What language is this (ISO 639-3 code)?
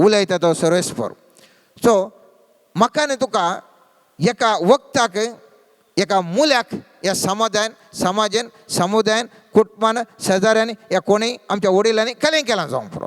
kok